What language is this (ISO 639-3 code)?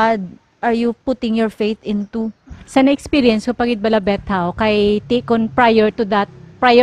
hil